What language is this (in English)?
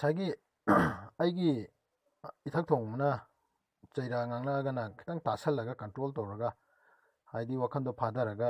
Manipuri